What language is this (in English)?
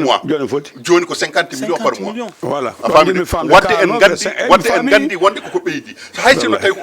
Fula